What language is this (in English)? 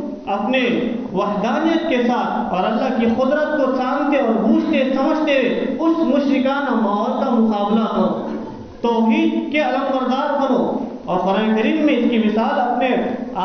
Urdu